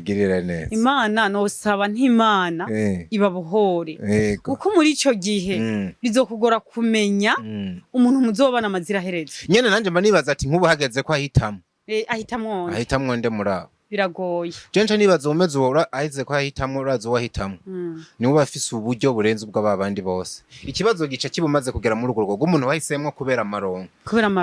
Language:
Rundi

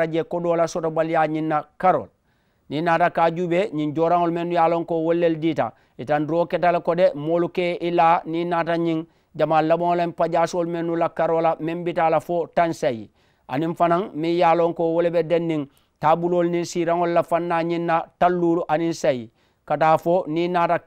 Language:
Mandingo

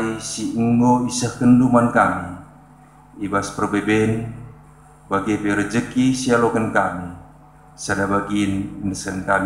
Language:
Batak Karo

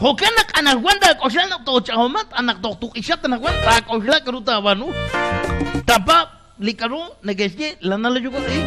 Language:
Kekchí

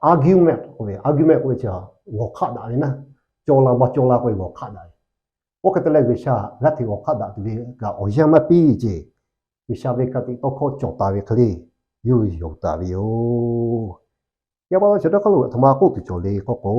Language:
Lahu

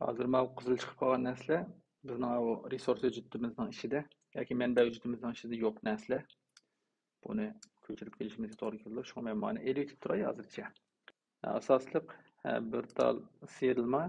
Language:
Uyghur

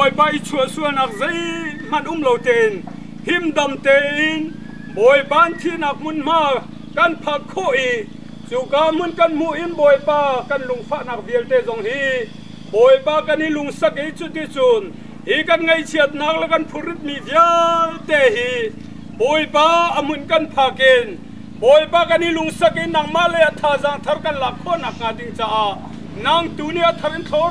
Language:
Hakha Chin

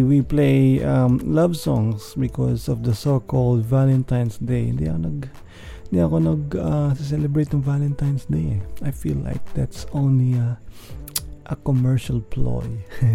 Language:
Filipino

